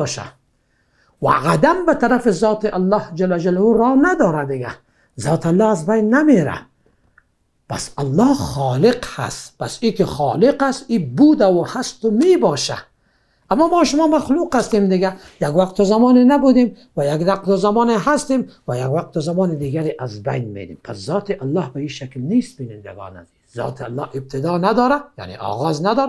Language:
Persian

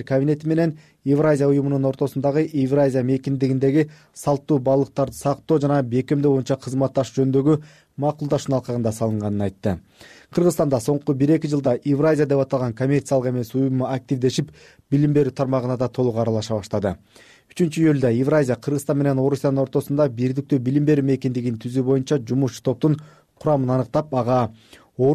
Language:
Kyrgyz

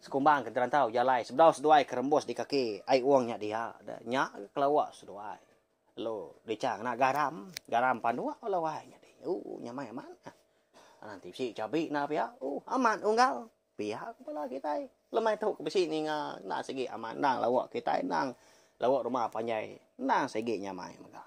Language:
Iban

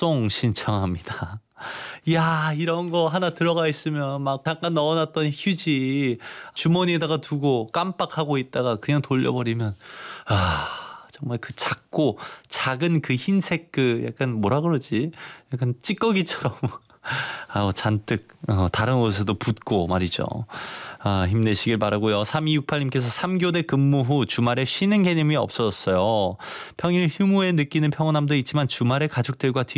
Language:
Korean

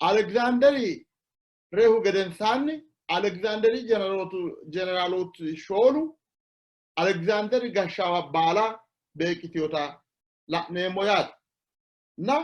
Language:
Sidamo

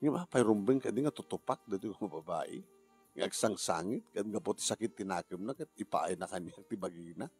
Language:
Iloko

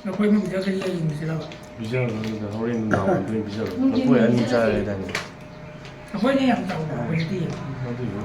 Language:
Manipuri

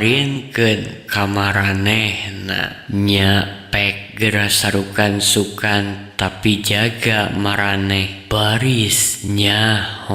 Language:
Sundanese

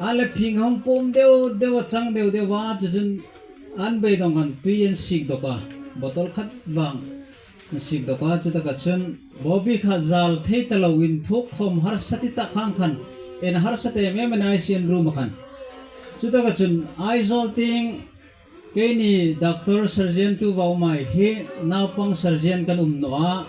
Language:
Hmar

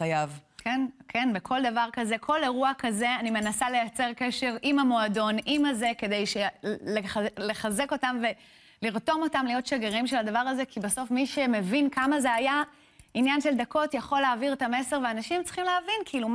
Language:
Hebrew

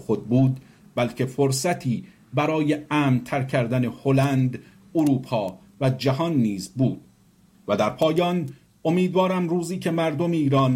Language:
Persian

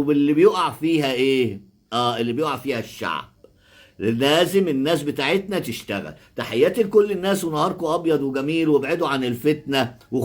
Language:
Egyptian Arabic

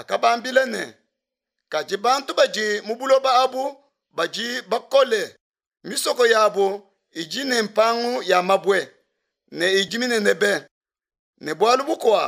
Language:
Luba-Lulua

